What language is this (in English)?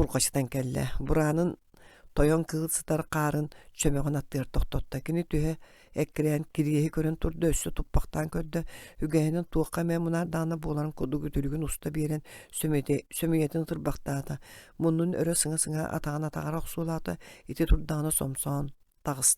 Yakut